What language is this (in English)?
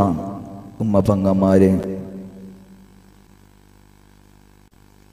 Malayalam